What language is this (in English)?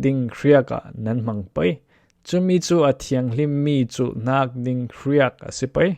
Falam Chin